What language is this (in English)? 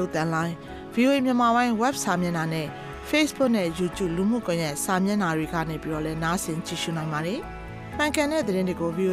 Burmese